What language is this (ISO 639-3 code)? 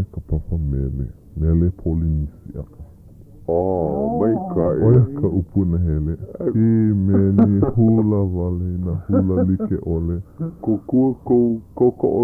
haw